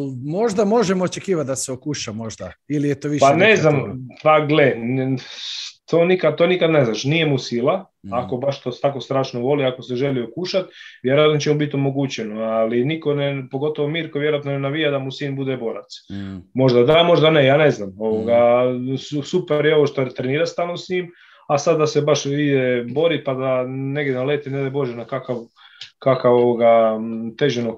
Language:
Croatian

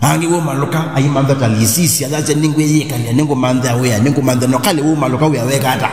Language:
Kamba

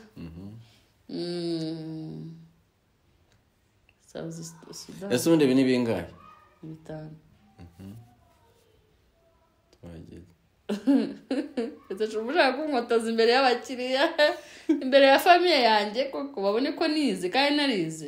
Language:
Kinyarwanda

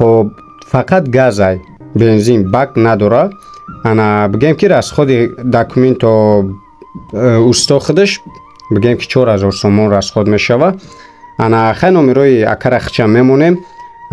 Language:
Tajik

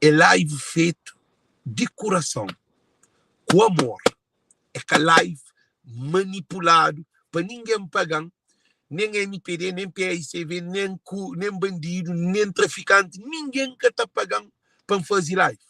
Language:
Kabuverdianu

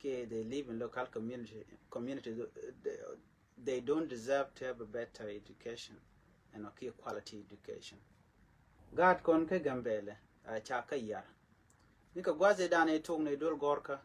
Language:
Nuer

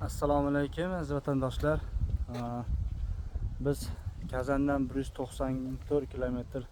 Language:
Uzbek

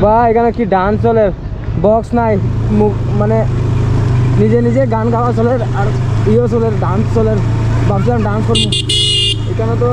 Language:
Sylheti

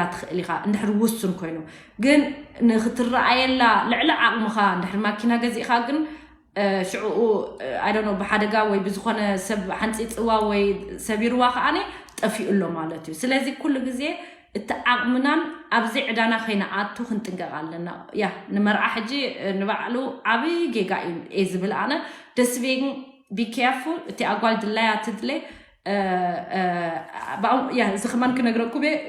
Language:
Tigrinya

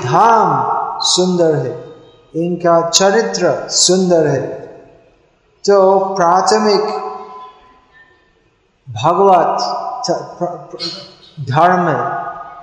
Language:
Hindi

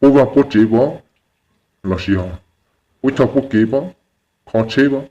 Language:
Hmong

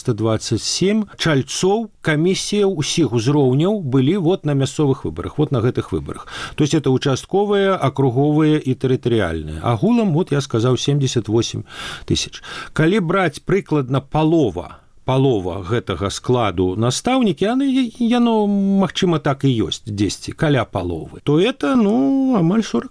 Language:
Belarusian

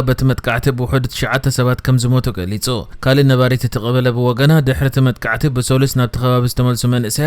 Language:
Tigrinya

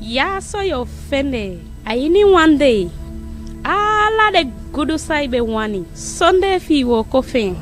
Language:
Eastern Maroon Creole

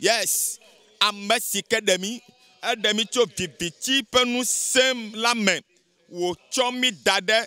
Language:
Ewe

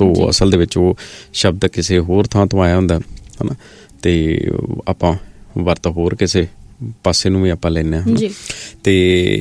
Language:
Punjabi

